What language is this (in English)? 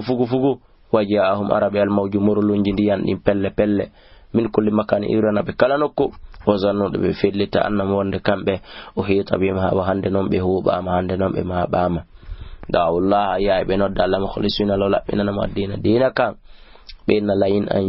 Fula